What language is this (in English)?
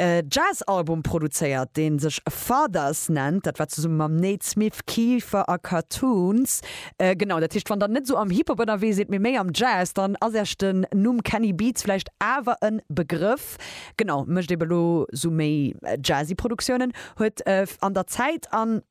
Luxembourgish